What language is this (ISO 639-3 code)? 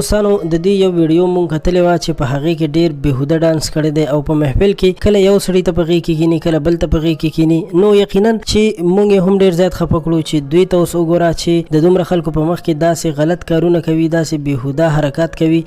pus